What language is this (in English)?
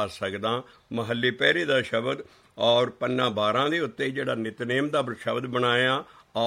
Punjabi